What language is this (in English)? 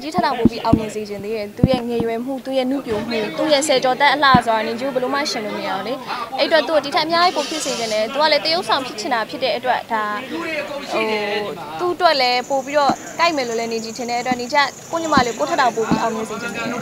Burmese